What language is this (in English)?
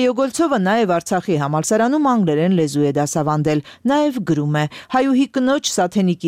Armenian